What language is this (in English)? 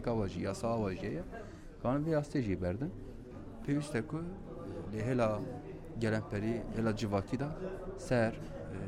Kurdish